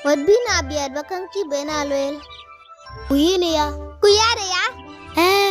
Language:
Dinka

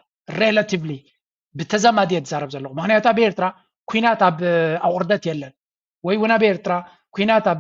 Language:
Tigrinya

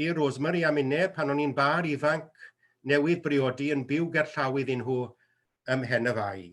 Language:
Welsh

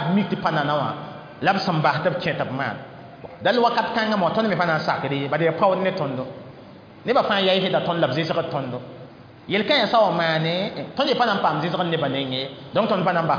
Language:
Mossi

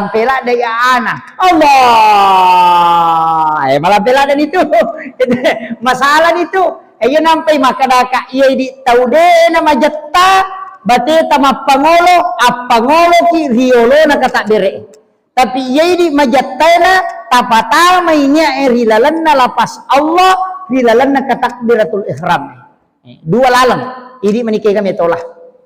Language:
Buginese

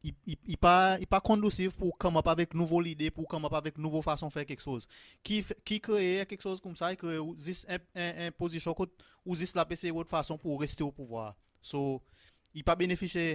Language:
Seselwa Creole French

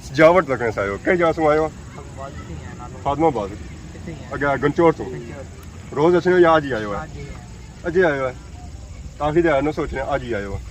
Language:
Pahari-Potwari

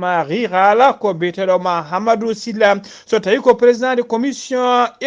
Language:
Fula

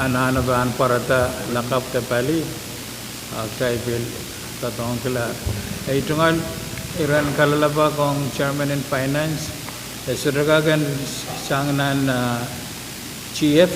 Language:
Pohnpeian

